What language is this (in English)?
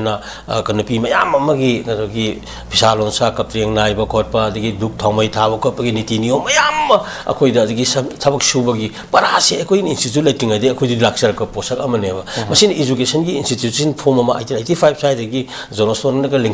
Manipuri